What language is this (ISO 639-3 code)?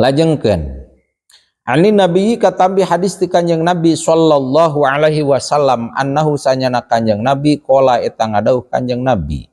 sun